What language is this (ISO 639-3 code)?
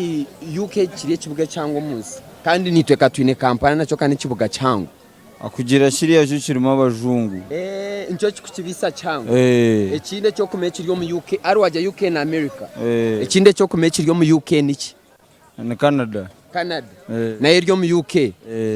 nyn